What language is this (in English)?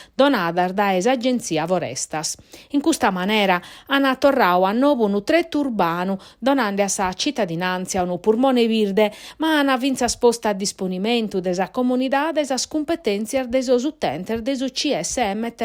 Sardinian